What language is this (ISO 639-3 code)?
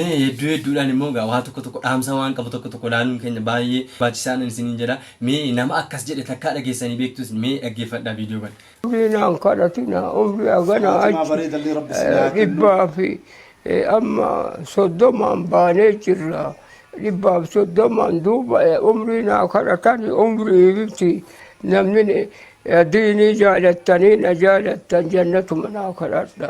orm